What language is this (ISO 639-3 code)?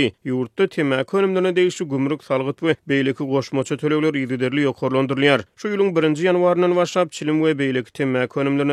tuk